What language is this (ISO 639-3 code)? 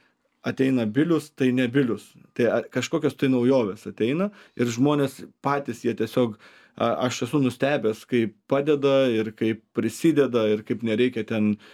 lit